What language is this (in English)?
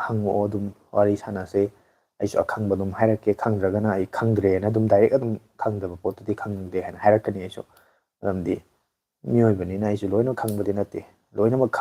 Manipuri